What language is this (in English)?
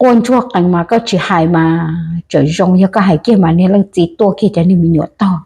Hmong